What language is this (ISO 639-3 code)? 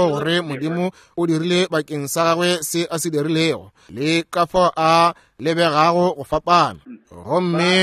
nso